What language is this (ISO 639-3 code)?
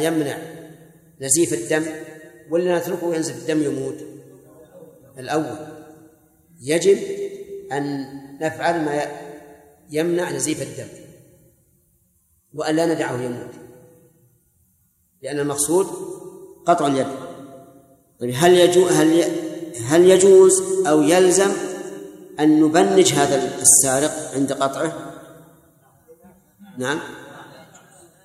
ara